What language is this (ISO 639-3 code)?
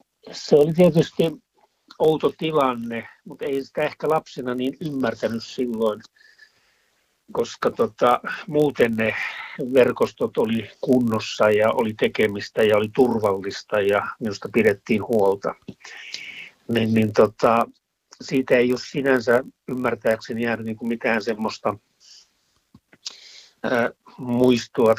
fin